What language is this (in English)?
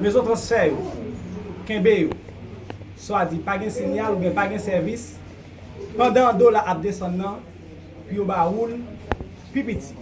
Haitian Creole